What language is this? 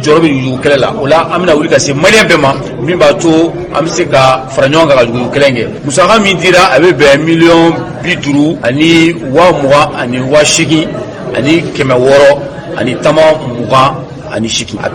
Bambara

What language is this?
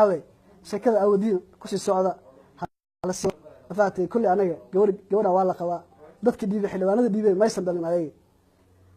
Somali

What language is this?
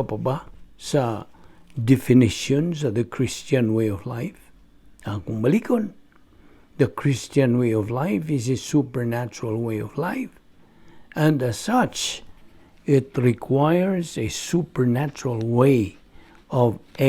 Cebuano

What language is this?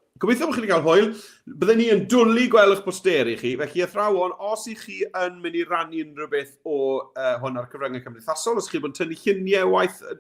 Welsh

